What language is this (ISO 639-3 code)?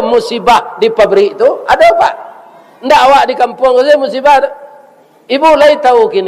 min